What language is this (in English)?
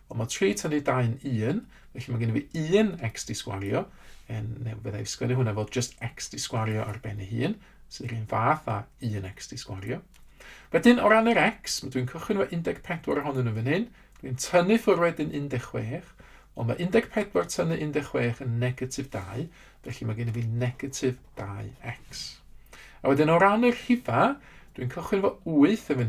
Welsh